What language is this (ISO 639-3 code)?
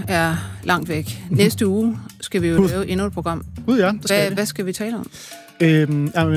dan